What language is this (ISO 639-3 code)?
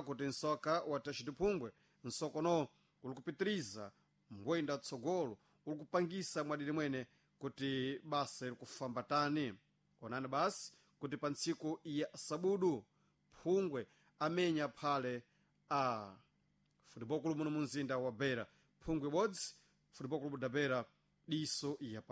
seh